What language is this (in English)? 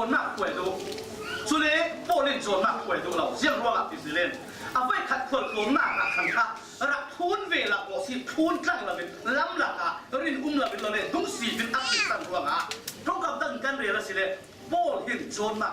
Falam Chin